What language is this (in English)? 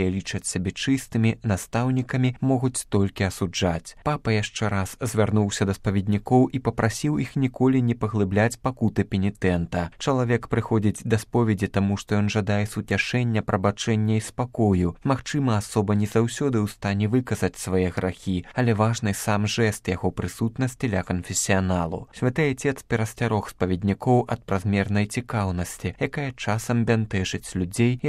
Belarusian